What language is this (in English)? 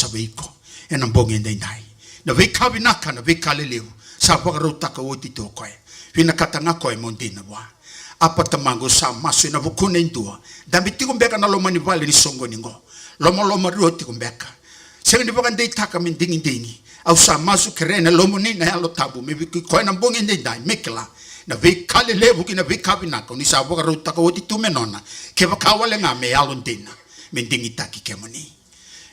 Fijian